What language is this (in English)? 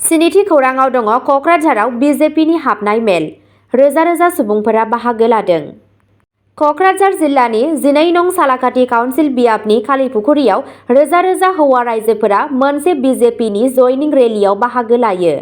Bodo